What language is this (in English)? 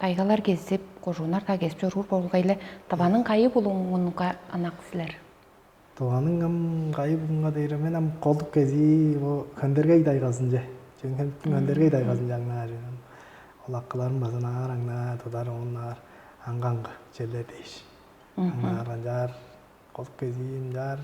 Tuvinian